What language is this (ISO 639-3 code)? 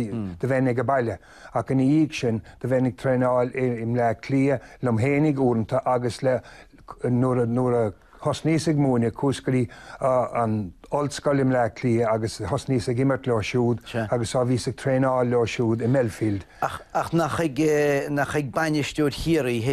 gle